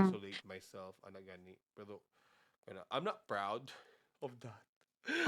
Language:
Cebuano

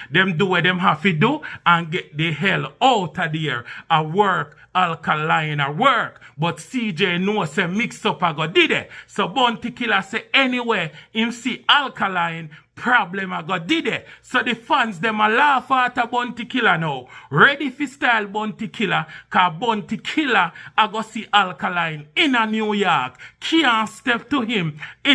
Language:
Jamaican Creole English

